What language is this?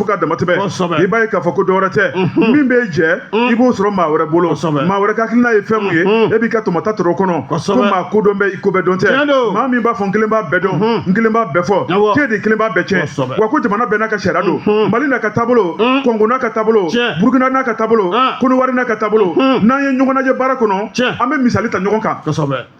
Bambara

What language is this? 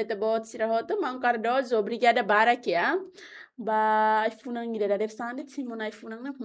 Tetum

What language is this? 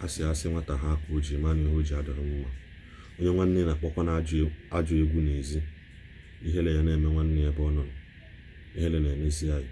Igbo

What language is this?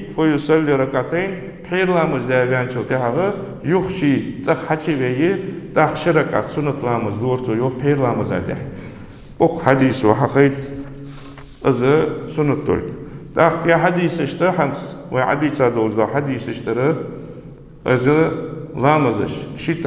Ingush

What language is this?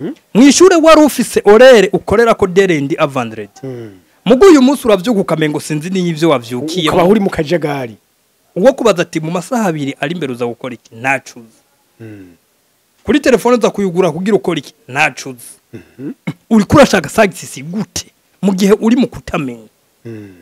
Rundi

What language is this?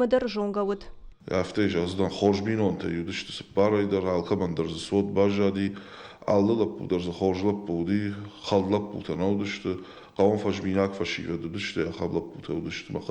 Ossetic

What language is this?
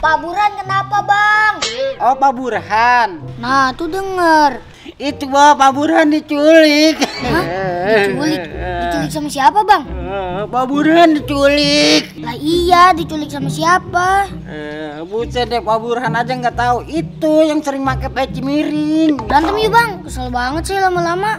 Betawi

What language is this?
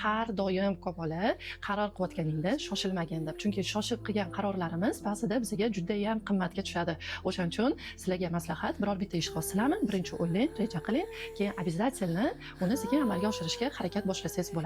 Uzbek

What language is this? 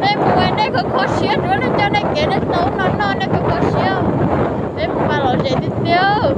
Hmong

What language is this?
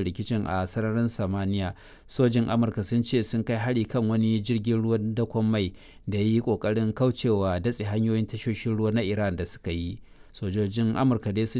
Hausa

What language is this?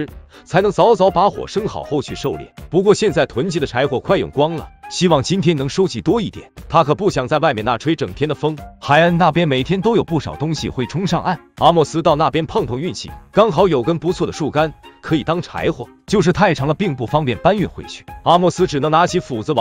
Chinese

